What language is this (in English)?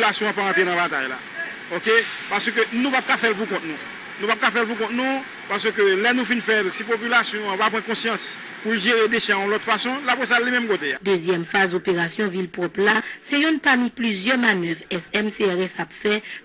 Haitian Creole